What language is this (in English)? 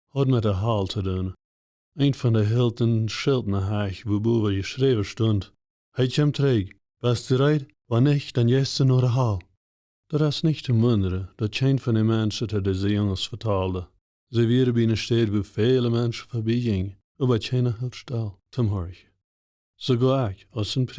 Plautdietsch